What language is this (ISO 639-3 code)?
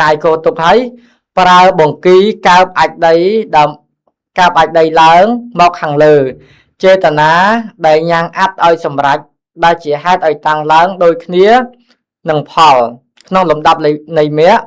khm